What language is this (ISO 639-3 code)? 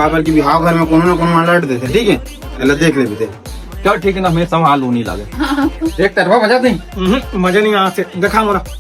hne